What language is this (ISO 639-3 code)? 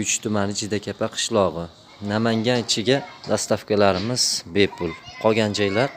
uzb